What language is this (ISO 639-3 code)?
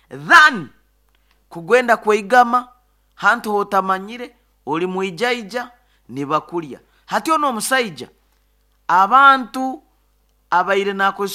nyo